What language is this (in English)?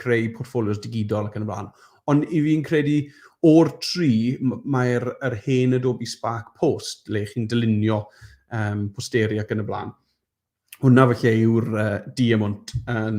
Welsh